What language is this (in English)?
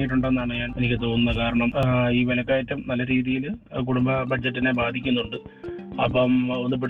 Malayalam